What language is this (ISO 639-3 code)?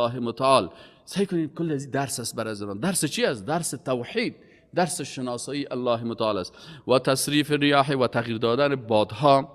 fas